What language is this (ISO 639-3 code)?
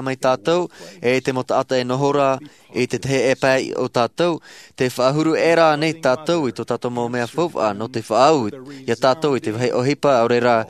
tah